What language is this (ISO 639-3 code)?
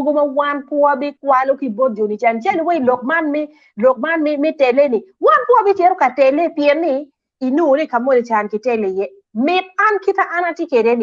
ach